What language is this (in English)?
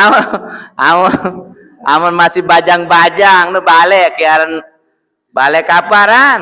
Sasak